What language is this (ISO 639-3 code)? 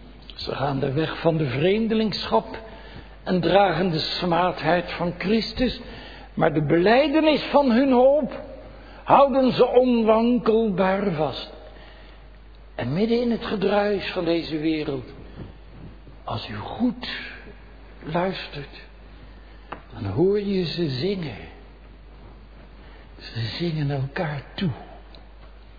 nld